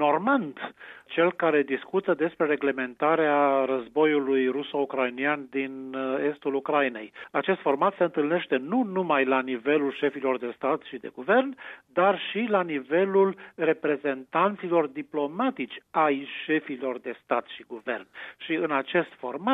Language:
Romanian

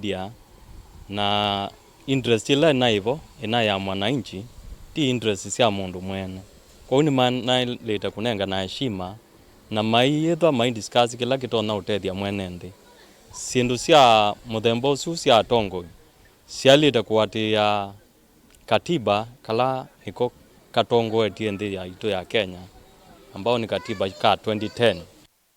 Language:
Kamba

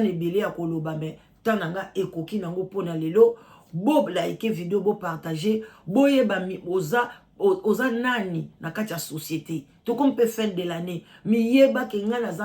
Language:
Lingala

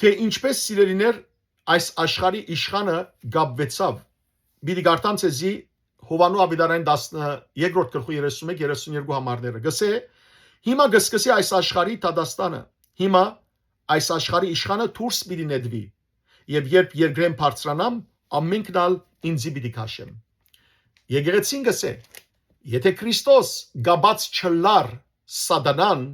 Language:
Western Armenian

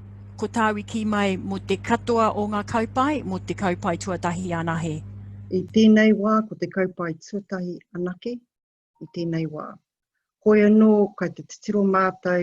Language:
Māori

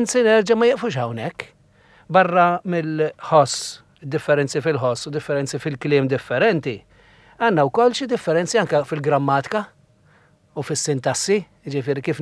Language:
Maltese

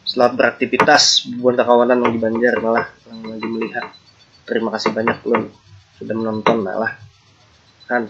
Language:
Banjar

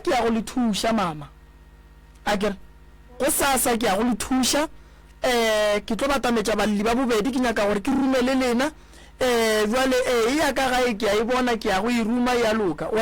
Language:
Northern Sotho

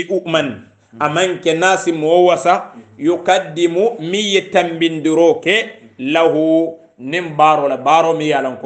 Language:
Hausa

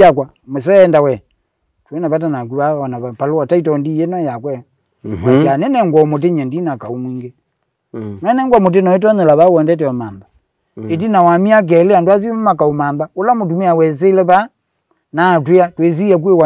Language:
Kamba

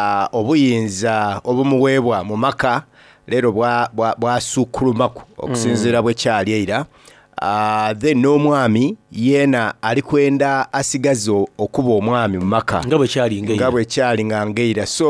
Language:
Soga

